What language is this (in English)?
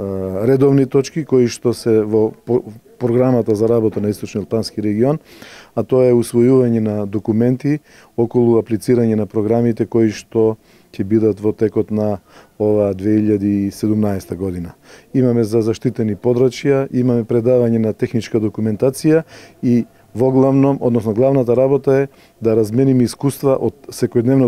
Macedonian